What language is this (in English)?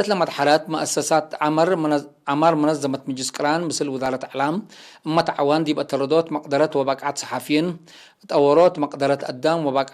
Tigre